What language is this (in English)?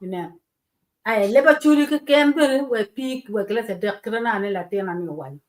Acoli